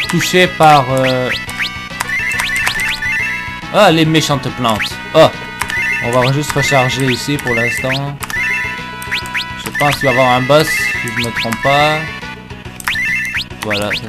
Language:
French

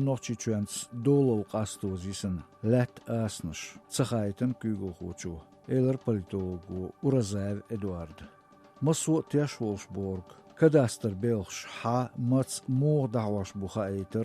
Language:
Chechen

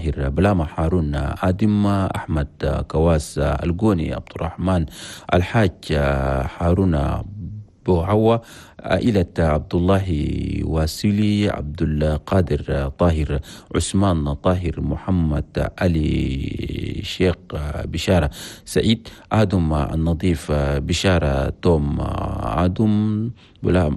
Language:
Chadian Arabic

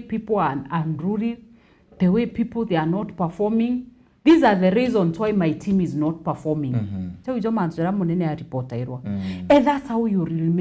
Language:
Meru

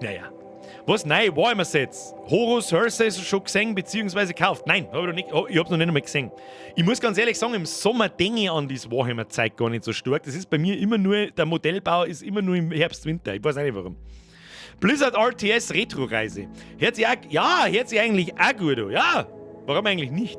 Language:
Bavarian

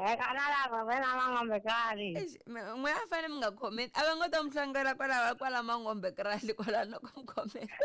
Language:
Tsonga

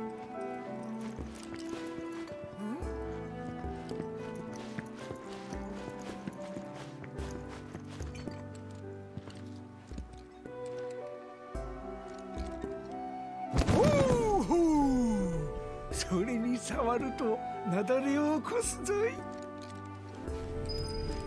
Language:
Japanese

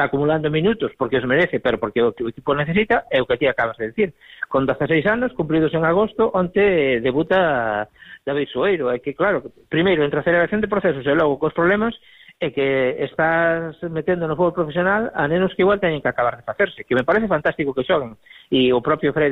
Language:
Galician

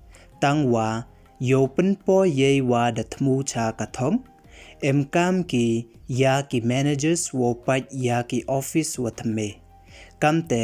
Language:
Pnar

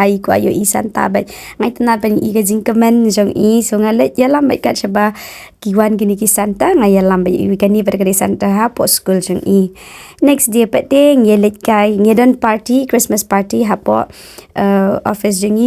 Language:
Khasi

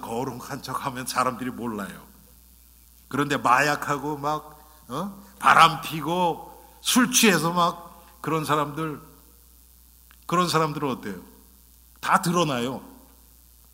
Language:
Korean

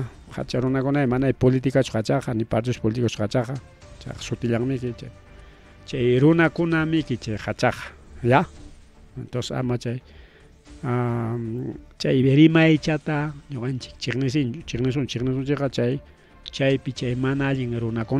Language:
Ayacucho Quechua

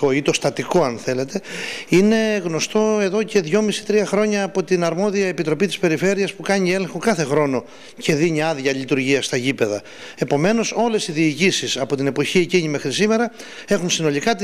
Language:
Greek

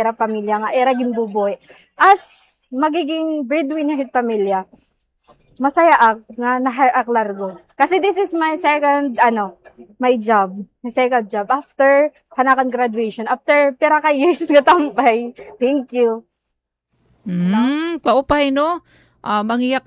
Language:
Waray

